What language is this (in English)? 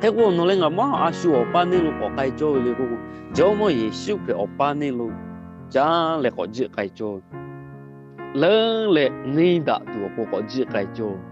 Lahu